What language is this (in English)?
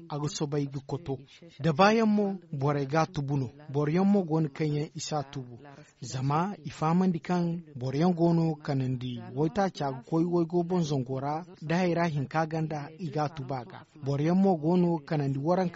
Zarma